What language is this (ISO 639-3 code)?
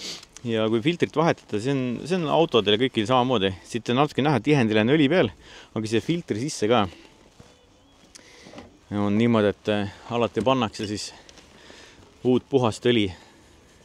est